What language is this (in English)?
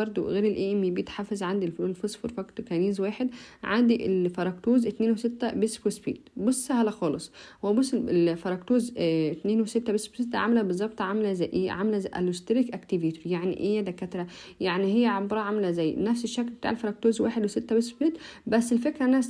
Egyptian Arabic